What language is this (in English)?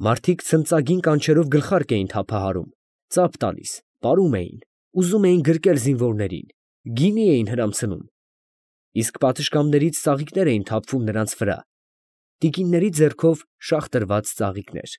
Armenian